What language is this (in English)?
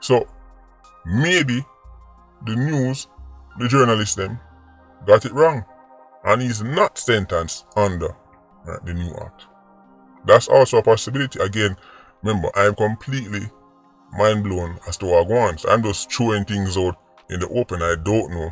Jamaican Creole English